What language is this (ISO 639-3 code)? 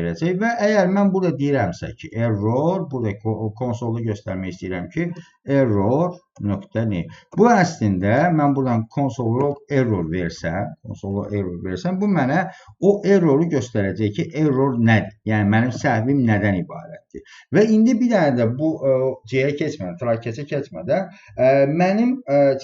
aze